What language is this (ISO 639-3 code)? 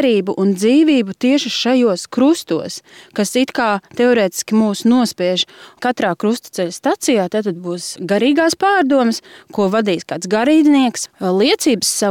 lav